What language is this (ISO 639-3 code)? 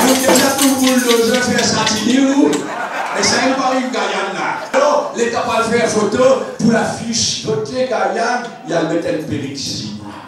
mfe